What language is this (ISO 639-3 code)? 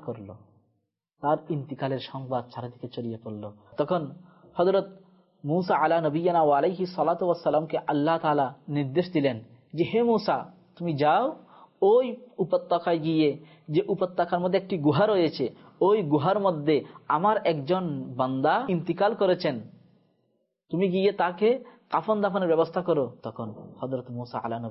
ben